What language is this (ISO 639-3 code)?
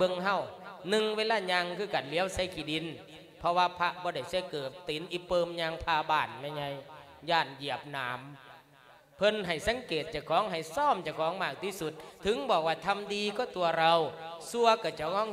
lao